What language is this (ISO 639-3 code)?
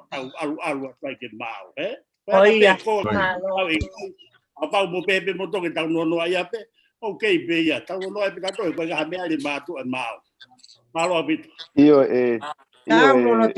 ton